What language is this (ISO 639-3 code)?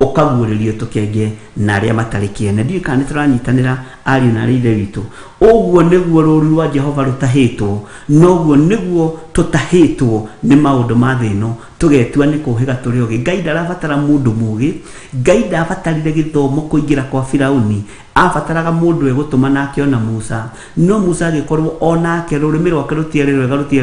kik